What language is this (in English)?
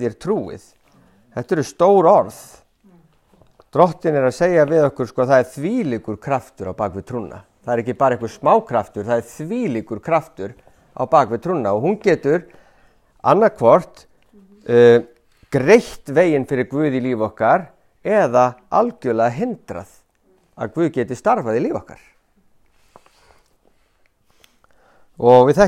Icelandic